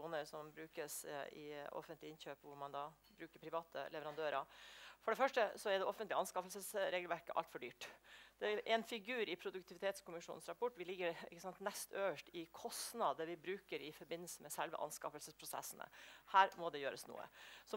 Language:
Norwegian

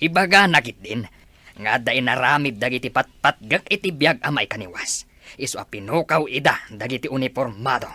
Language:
Iloko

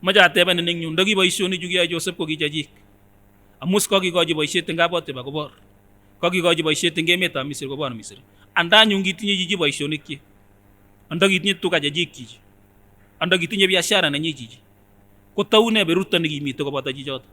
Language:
Kipsigis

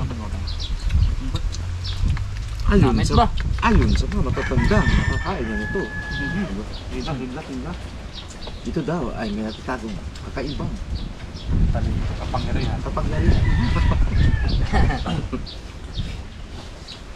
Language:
Filipino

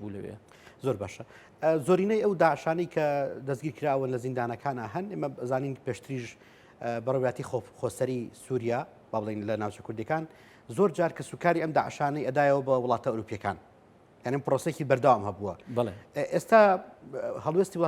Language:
Central Kurdish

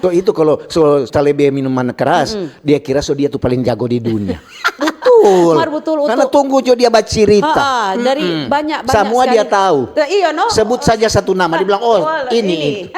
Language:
Manado Malay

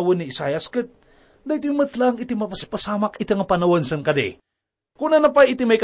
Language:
Iloko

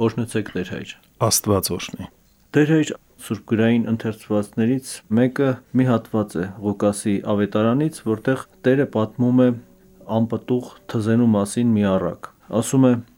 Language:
Armenian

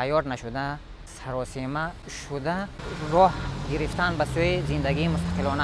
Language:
Tajik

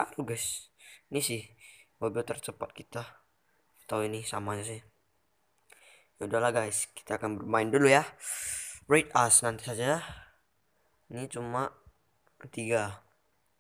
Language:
Indonesian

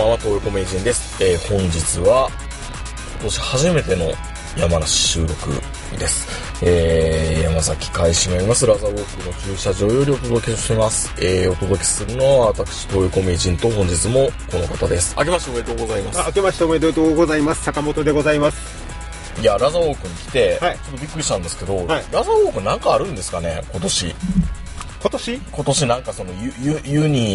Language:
Japanese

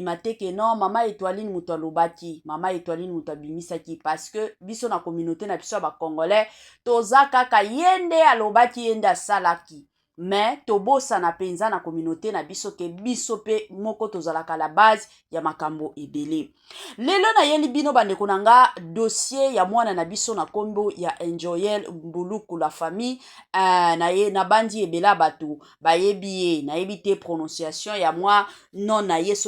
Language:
Lingala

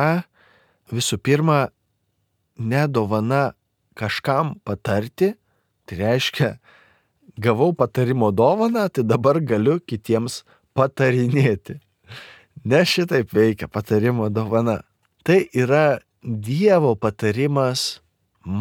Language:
Lithuanian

